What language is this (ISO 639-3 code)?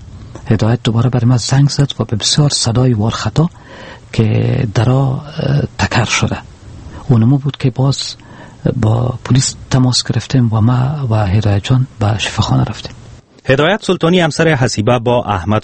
fas